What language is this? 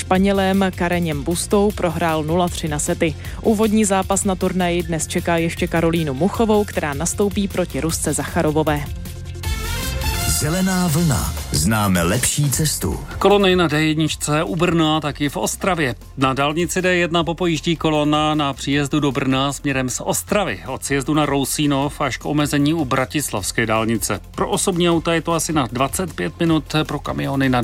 Czech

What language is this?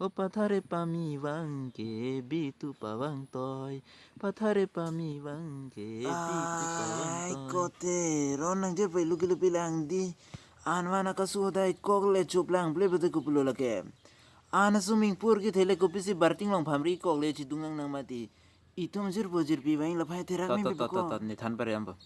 Karbi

